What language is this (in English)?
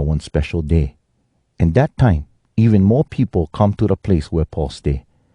Hawai'i Creole English